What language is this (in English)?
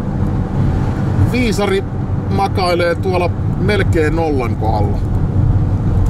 Finnish